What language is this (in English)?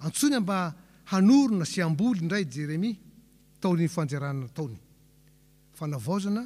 Malagasy